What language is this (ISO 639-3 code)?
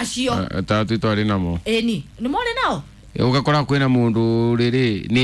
kik